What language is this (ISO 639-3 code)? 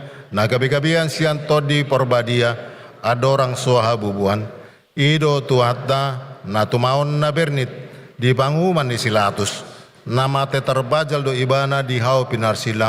bbc